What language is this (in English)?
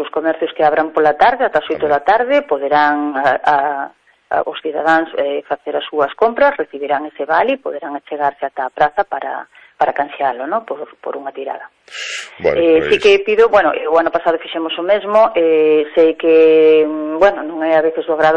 Galician